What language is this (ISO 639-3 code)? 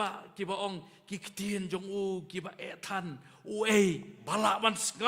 kha